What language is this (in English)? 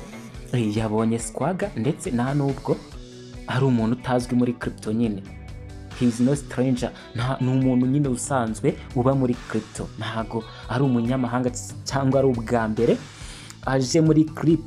Kinyarwanda